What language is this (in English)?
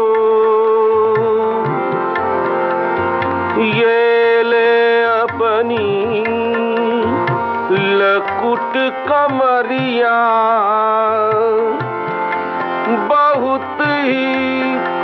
Hindi